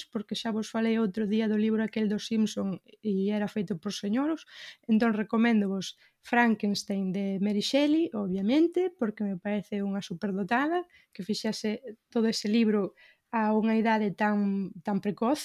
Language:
Galician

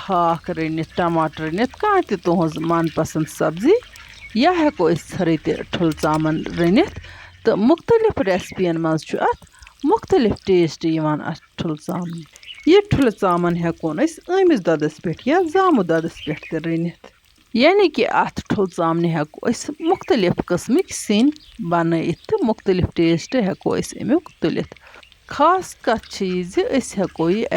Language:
Kashmiri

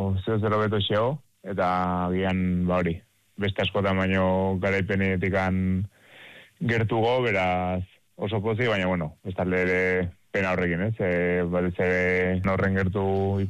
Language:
Basque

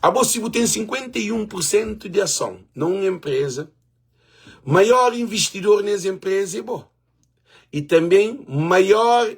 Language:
Kabuverdianu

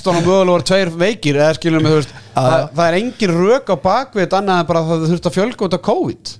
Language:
Icelandic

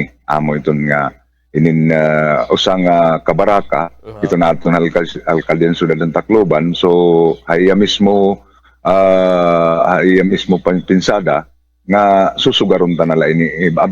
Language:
Waray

